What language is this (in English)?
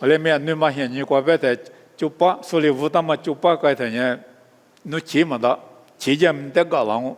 Lisu